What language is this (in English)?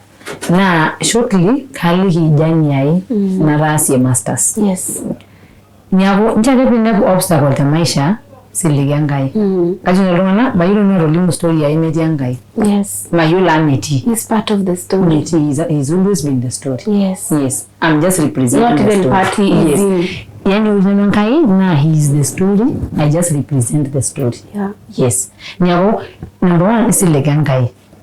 Masai